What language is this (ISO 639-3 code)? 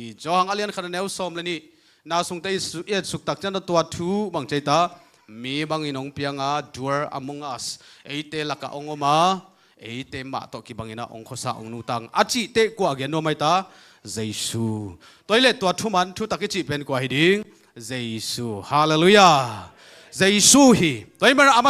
ctd